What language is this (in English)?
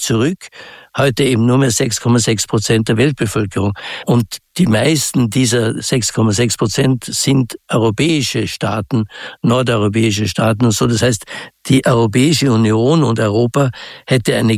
German